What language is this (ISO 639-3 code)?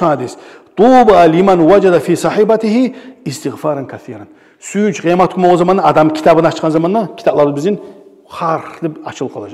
kum